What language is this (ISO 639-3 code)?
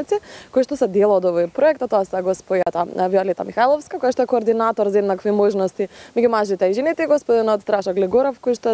mkd